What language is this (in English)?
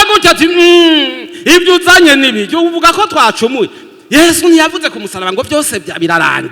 Rundi